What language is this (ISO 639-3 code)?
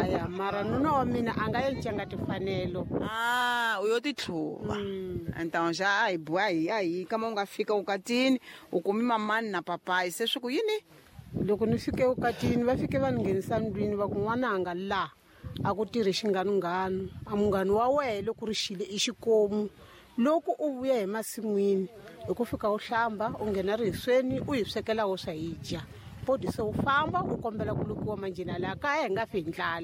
tso